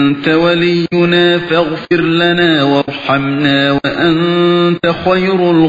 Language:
Uyghur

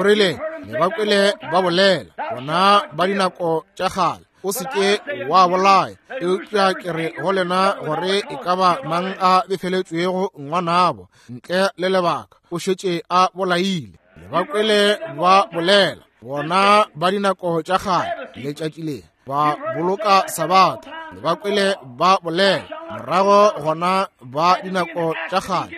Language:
Northern Sotho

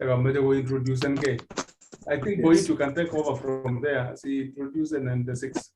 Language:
Kalenjin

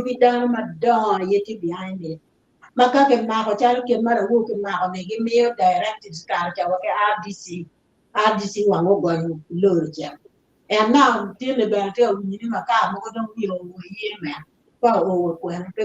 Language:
Acoli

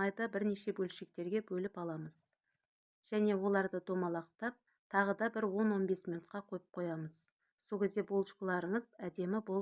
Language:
Kazakh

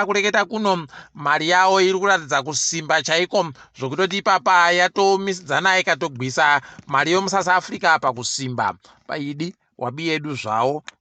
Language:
Ndau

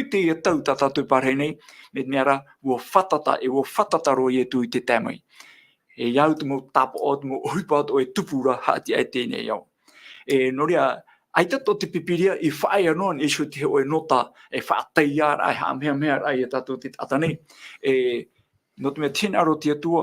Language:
Tahitian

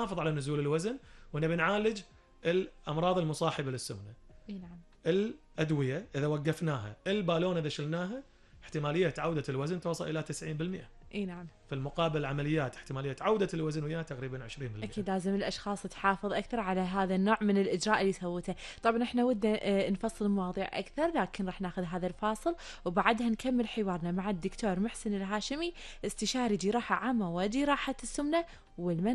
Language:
Gulf Arabic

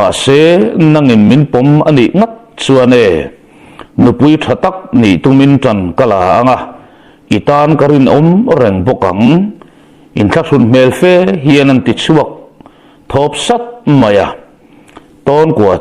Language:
Mizo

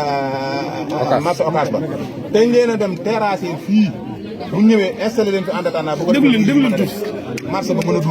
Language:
Wolof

